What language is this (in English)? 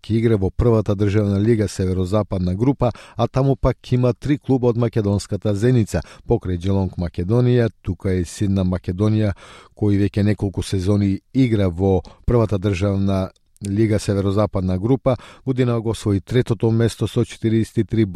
Macedonian